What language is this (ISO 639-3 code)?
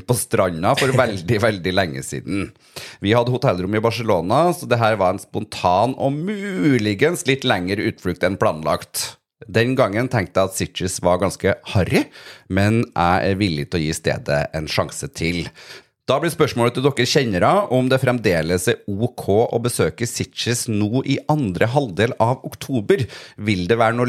nor